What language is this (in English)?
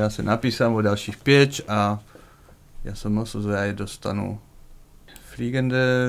Upper Sorbian